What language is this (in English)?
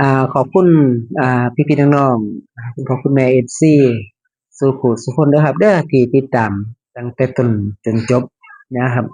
Northeastern Thai